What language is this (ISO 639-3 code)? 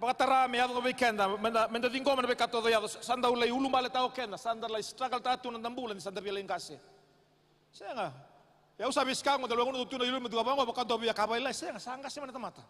fij